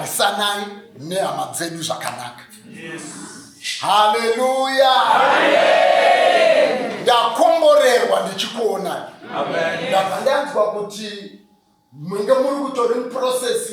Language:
Shona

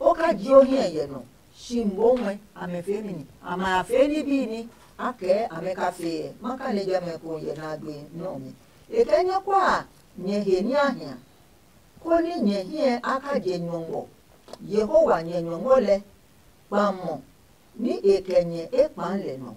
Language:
Adangme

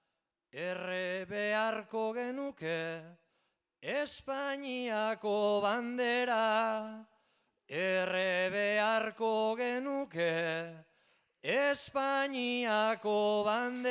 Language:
Basque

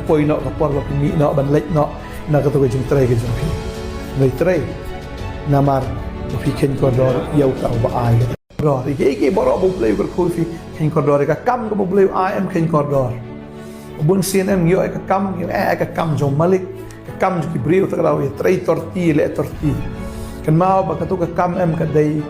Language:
Khasi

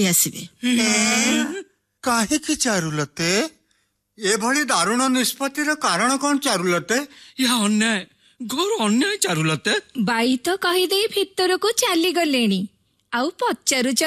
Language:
Odia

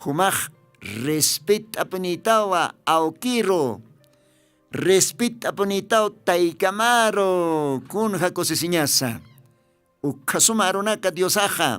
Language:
Aymara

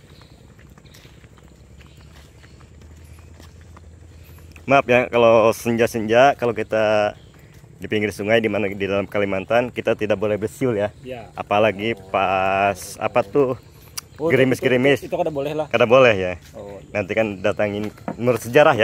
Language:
Indonesian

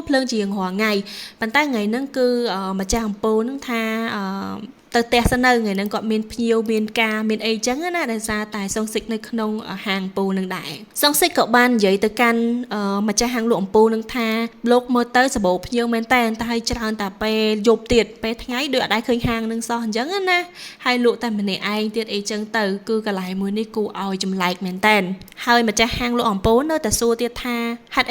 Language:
Khmer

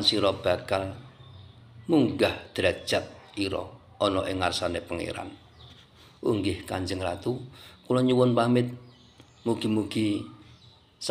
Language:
Javanese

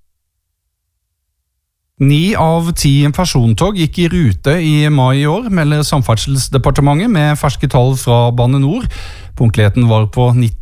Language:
Norwegian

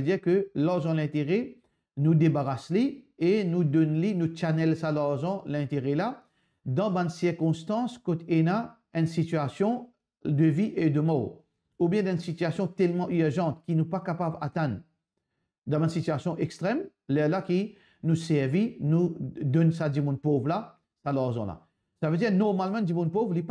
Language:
Morisyen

